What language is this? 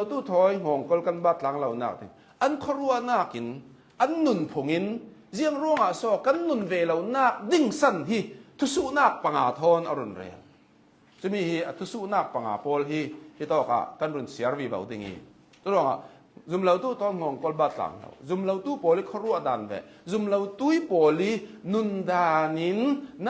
Hakha Chin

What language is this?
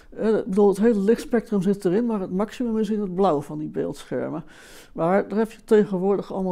Dutch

